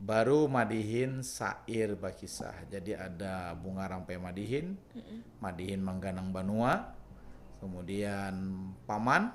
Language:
Banjar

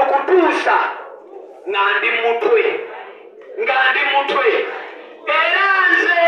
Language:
Ganda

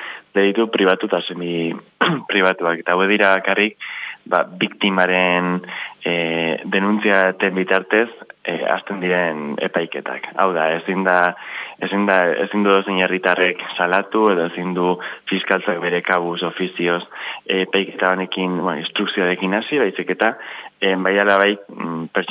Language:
Basque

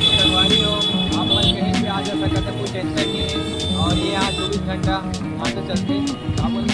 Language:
Chhattisgarhi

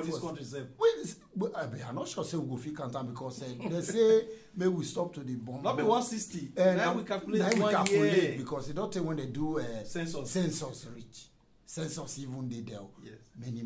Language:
Nigerian Pidgin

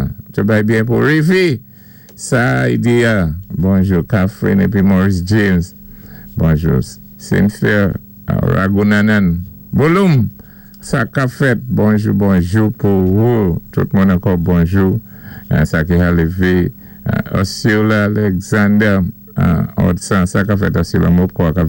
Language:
Saint Lucian Creole French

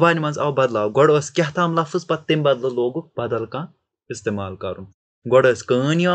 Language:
Kashmiri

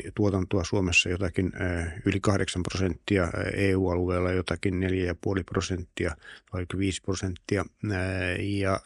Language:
Finnish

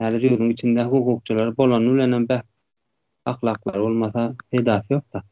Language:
Turkmen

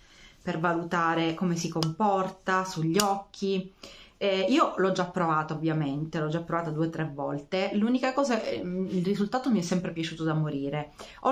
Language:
Italian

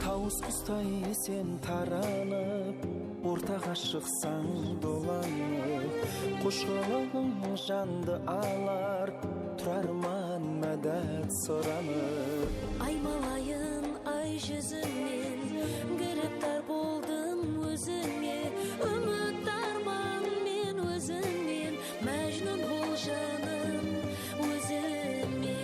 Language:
Kara-Kalpak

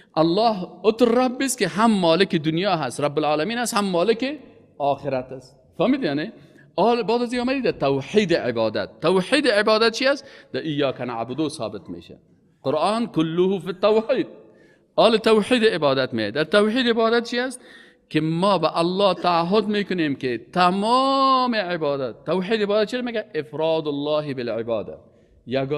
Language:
Persian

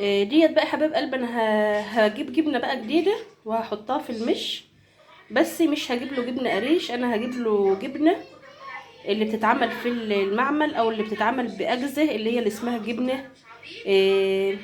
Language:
Egyptian Arabic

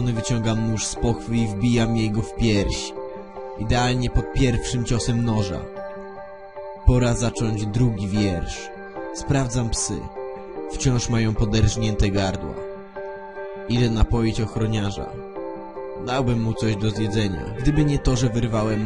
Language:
Polish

